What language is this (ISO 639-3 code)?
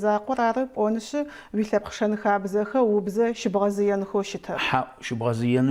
ady